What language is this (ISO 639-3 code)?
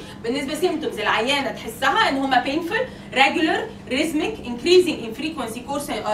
arz